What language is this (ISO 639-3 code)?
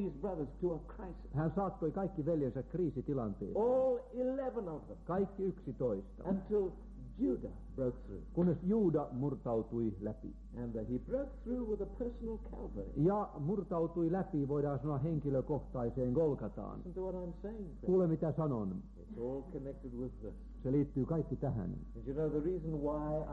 fin